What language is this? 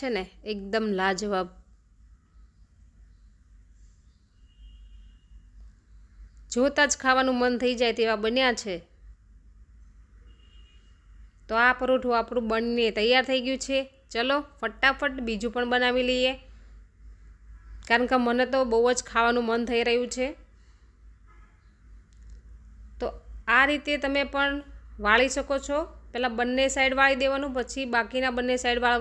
Gujarati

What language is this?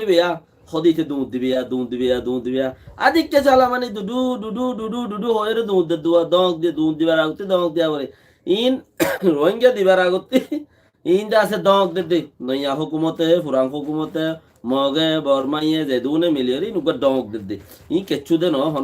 Rohingya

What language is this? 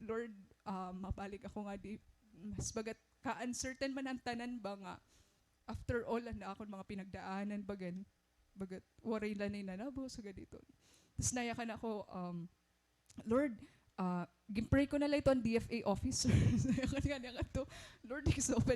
Waray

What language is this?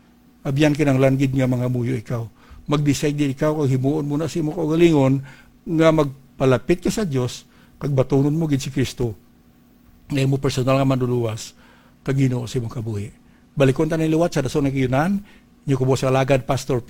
Hiligaynon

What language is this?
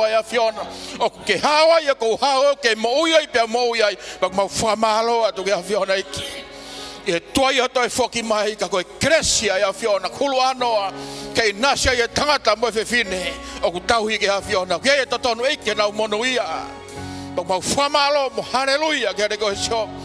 Tongan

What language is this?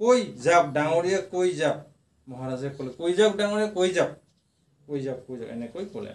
Assamese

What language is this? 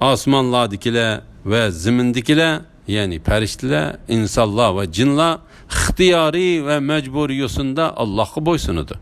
Uyghur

